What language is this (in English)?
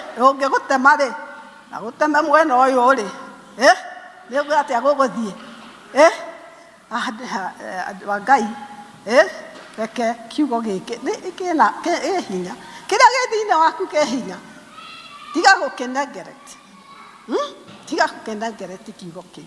Kikuyu